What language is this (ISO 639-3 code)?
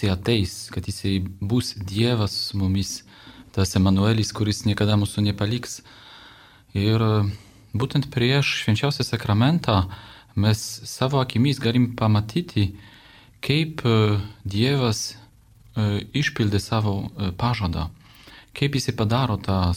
lit